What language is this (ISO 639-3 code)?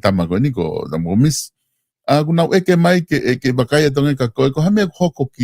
ton